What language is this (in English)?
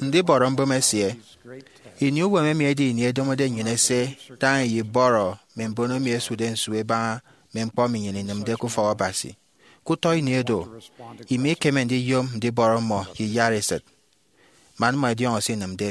Efik